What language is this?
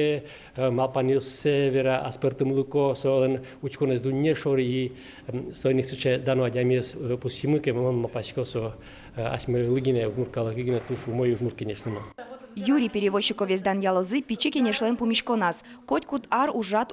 Udmurt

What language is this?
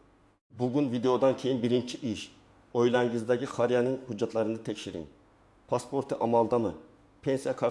Uzbek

